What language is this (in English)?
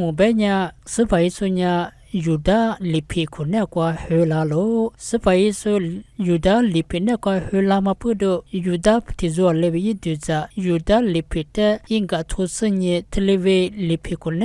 Lisu